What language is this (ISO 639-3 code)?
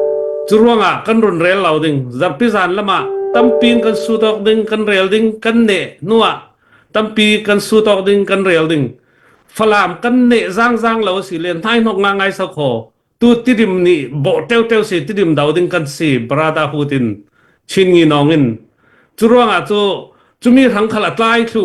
cfm